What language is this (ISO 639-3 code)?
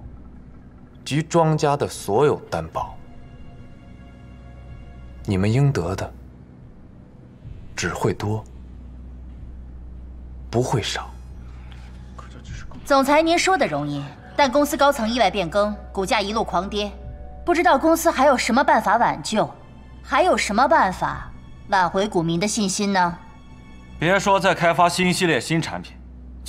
zho